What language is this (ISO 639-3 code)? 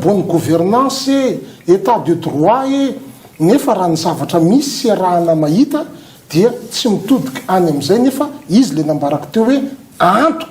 mlg